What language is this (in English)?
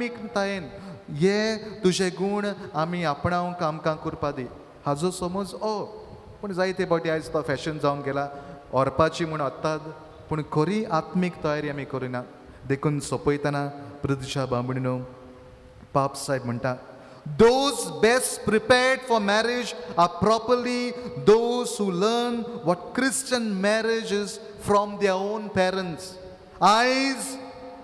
Konkani